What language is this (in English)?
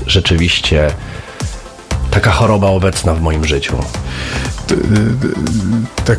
Polish